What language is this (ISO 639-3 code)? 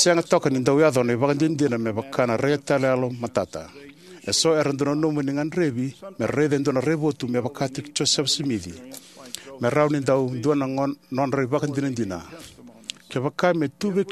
fij